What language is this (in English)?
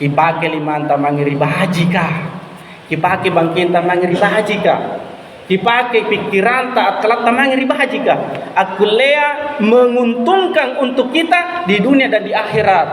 Makasar